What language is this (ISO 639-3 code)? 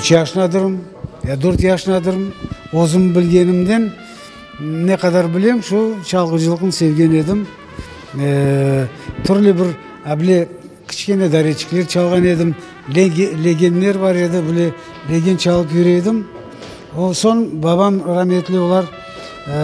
crh